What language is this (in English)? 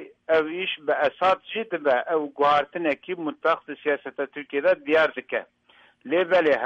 Kurdish